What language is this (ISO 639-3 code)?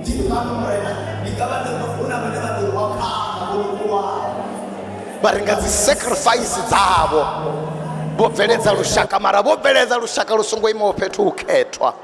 ven